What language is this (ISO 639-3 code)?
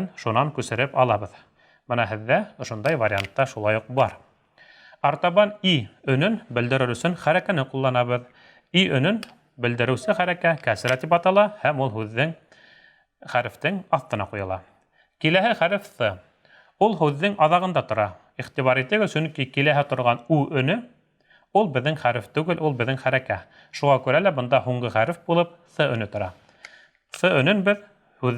bak